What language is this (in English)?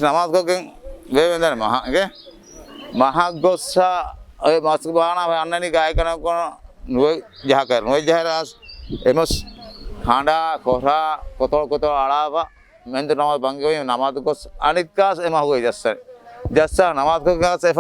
Divehi